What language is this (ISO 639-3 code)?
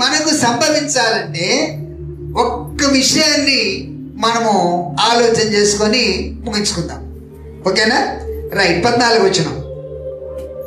tel